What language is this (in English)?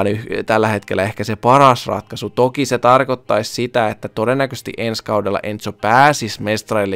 Finnish